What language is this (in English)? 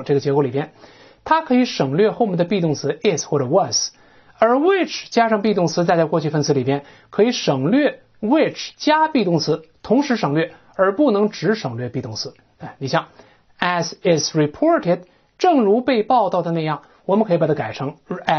Chinese